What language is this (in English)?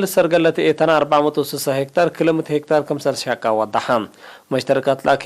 Tigre